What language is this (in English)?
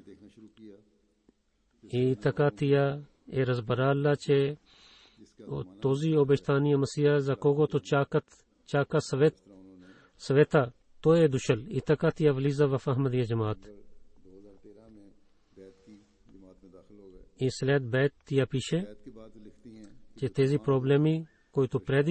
Bulgarian